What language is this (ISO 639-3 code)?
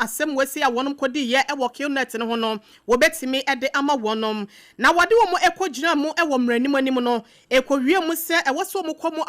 aka